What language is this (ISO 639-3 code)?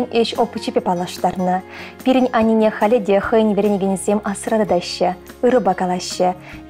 chv